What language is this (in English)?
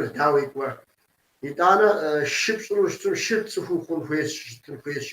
Kabardian